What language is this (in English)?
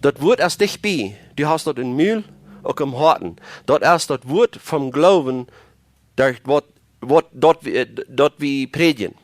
Plautdietsch